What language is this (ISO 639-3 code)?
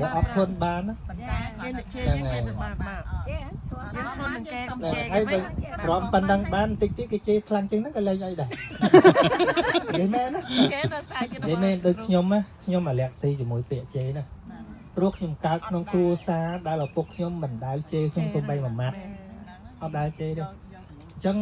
khm